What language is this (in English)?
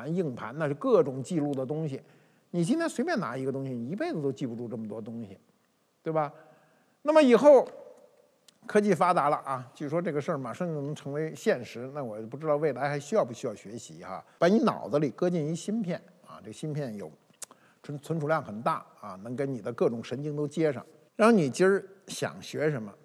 Chinese